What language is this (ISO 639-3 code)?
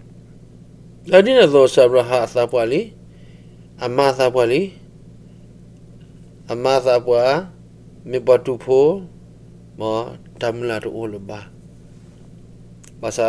ksw